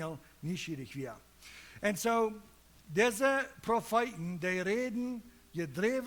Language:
Plautdietsch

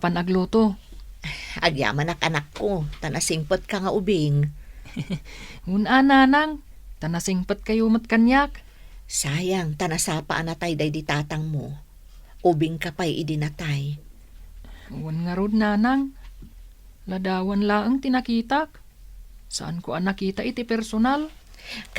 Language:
Iloko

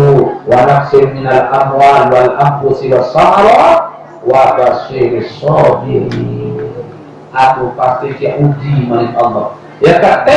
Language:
Sasak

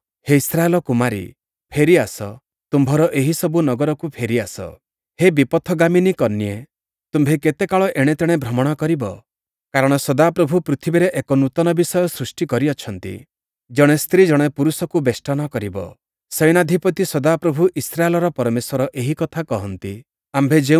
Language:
Odia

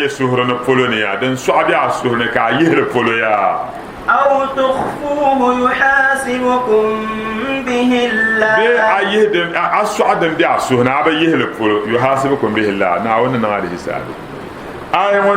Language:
Dagbani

